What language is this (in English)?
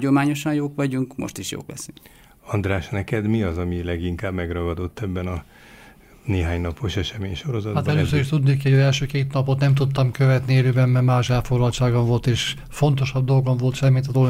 Hungarian